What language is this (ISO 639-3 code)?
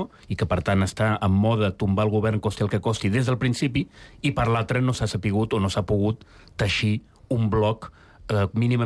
cat